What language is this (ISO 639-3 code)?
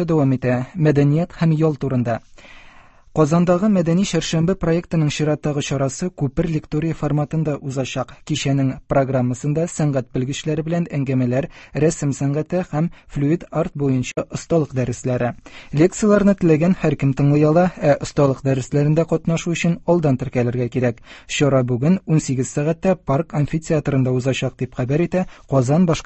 tat